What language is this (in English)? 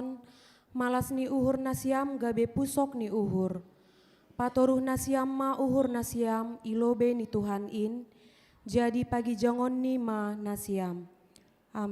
Batak Simalungun